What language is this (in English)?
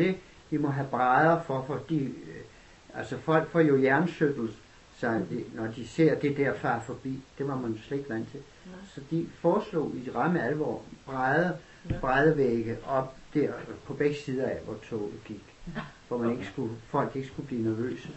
Danish